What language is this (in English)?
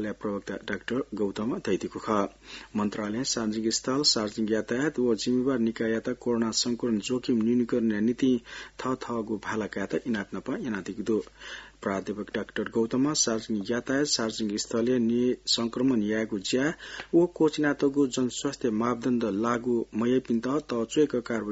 Newari